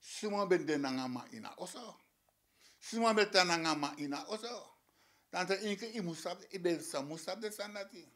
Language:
Sranan Tongo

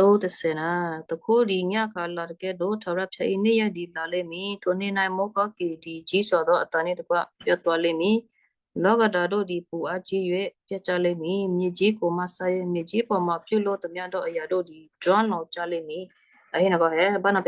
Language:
Western Kayah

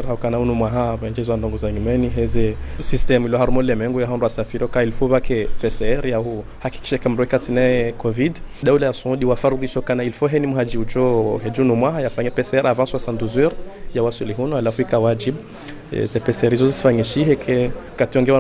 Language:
Ngazidja Comorian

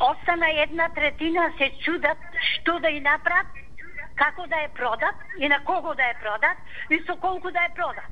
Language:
Macedonian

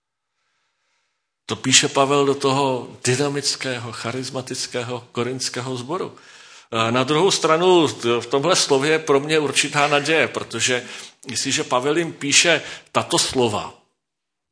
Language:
Czech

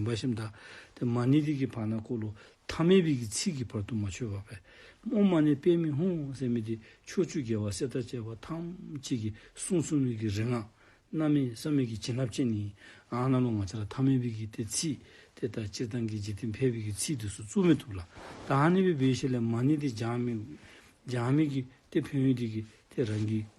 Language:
Dzongkha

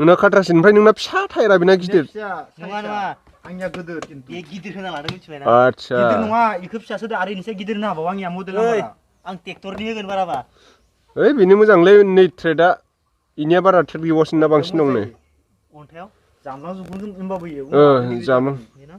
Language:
Bodo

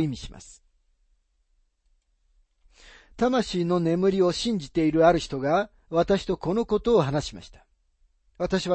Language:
Japanese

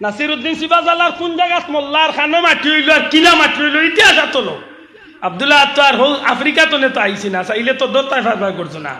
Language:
Sylheti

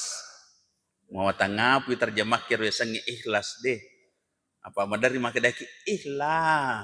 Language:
Buginese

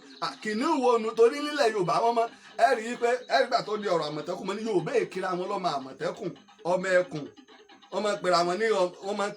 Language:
Yoruba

